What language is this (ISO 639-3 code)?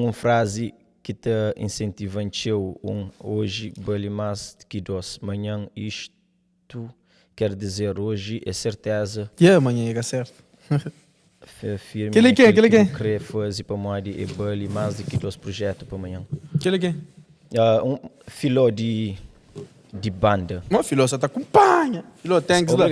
kea